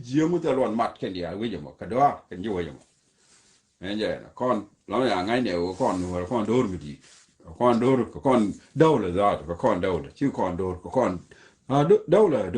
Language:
Nuer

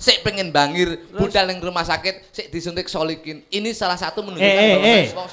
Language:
Javanese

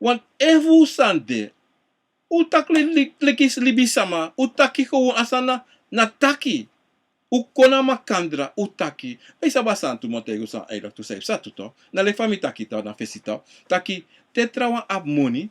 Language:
Sranan Tongo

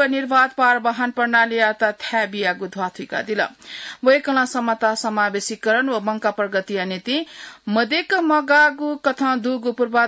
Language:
Newari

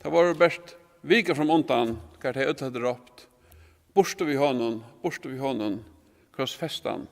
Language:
Faroese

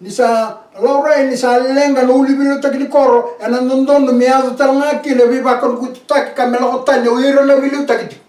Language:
Fijian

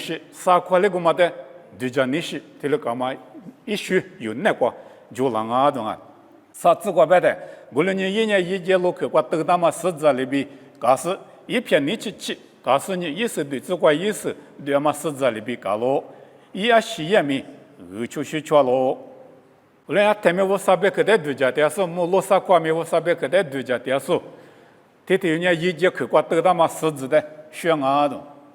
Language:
Lisu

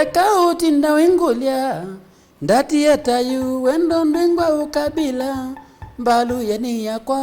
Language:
Kamba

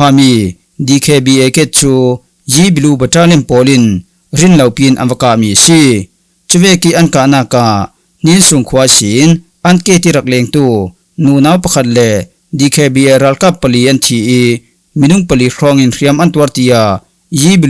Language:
Falam Chin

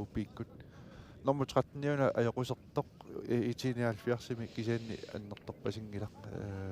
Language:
Kalaallisut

